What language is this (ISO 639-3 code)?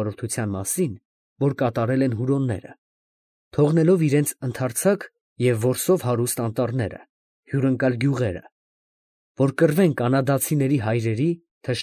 hye